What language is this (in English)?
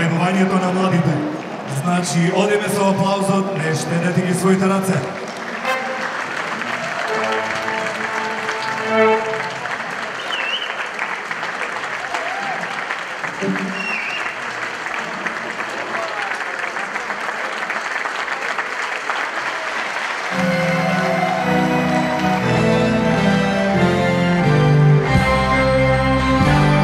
Macedonian